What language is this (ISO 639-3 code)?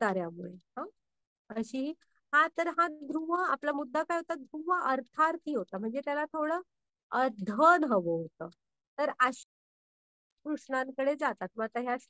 mar